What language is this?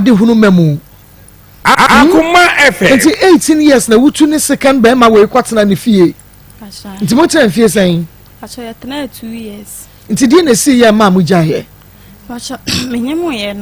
Akan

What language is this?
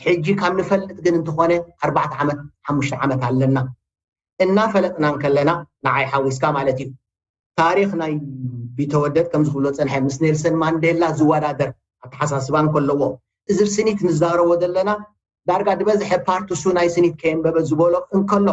Tigrinya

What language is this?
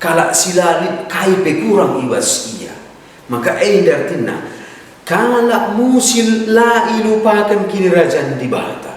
Batak Karo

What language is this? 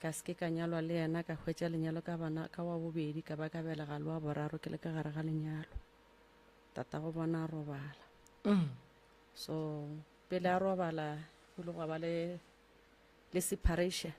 Northern Sotho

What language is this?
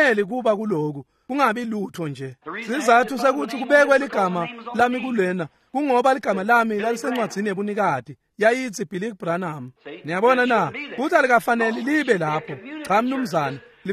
Swati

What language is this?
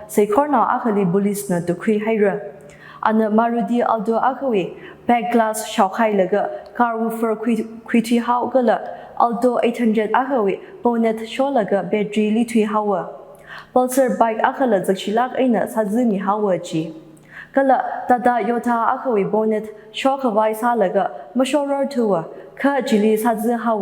Tangkhul Naga (India)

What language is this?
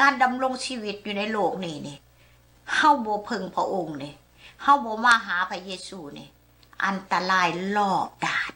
Lao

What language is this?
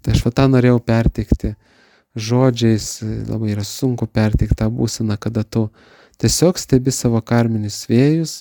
Lithuanian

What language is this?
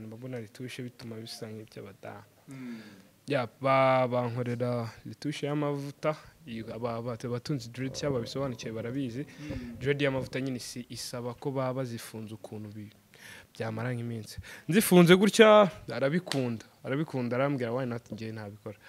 Kinyarwanda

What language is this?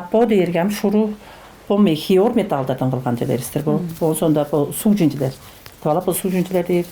Tuvinian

